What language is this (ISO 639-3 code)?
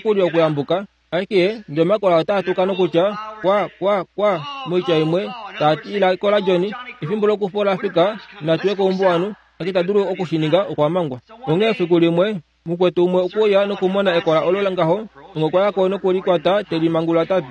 kua